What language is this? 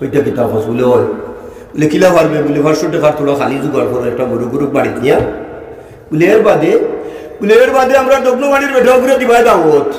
Sylheti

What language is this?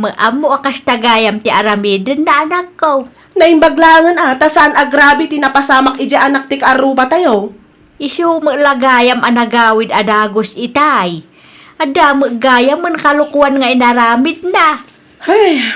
Iloko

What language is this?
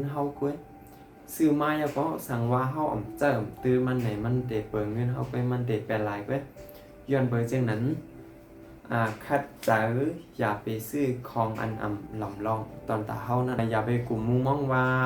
Shan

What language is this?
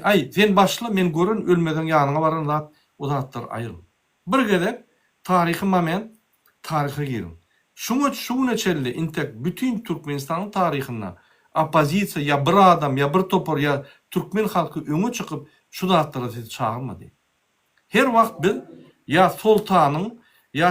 Turkmen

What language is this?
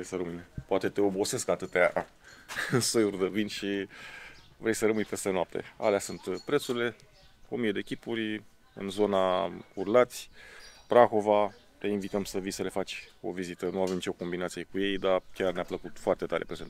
Romanian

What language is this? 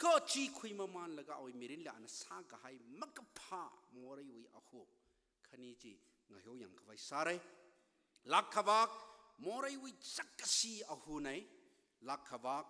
Tangkhul Naga (India)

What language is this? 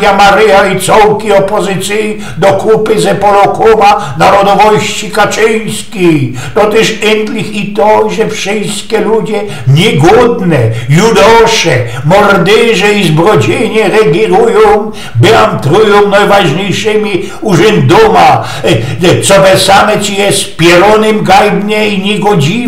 Silesian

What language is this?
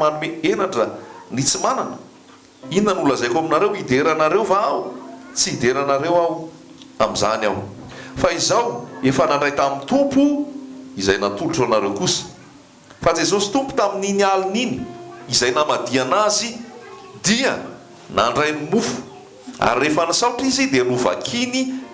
Malagasy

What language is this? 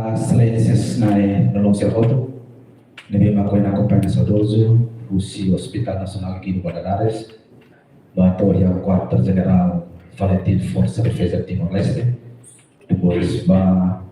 Tetum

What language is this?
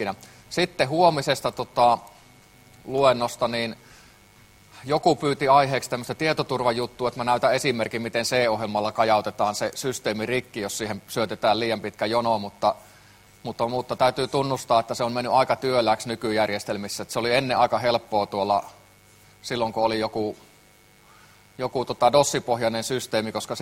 Finnish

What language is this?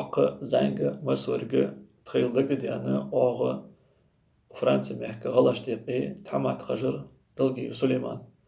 Ingush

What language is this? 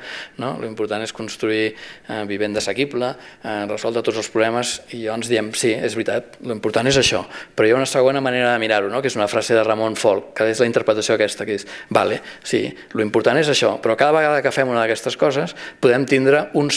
Catalan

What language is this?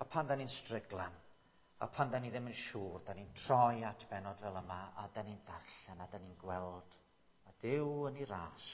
Welsh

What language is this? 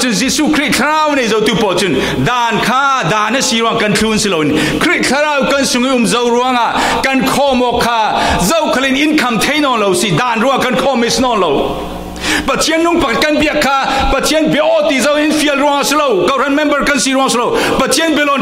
Falam Chin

